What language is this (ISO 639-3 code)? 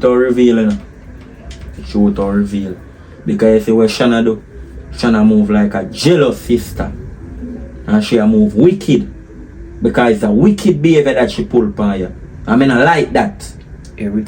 jam